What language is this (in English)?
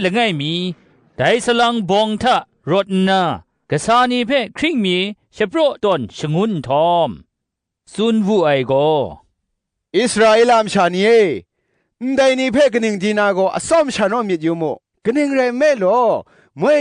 Kachin